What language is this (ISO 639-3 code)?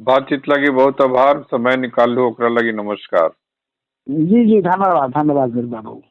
mag